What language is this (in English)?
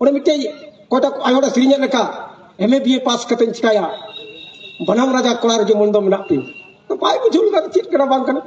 Santali